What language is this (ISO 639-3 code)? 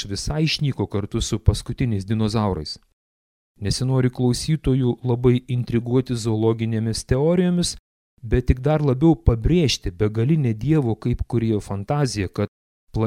lit